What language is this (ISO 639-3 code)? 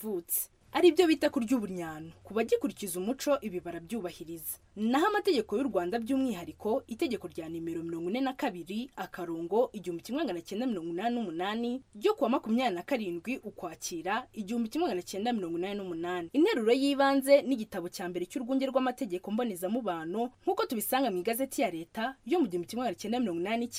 kin